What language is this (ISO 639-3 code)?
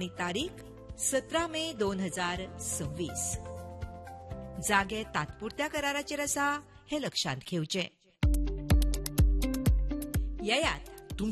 kok